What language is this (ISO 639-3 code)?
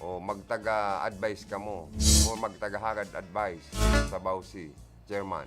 bik